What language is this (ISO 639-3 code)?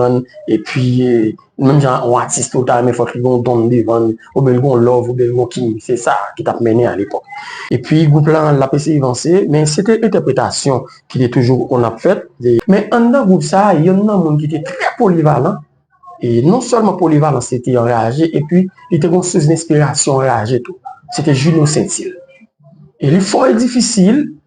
hat